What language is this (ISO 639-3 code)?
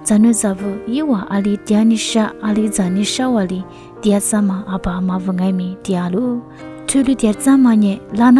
lis